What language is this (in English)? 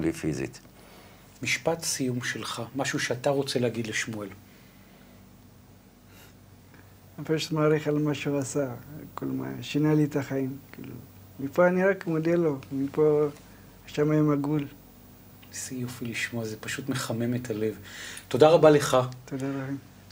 Hebrew